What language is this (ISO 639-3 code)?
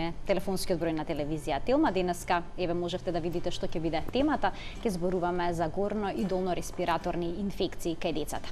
mkd